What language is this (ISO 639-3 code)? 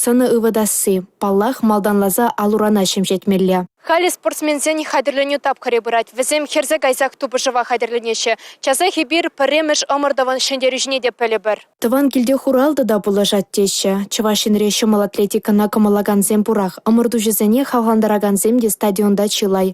chv